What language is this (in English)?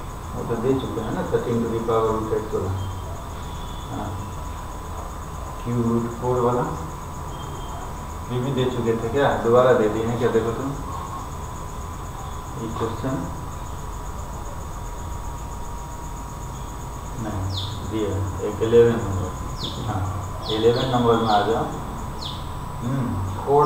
Hindi